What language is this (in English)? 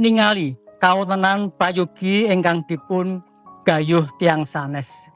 Javanese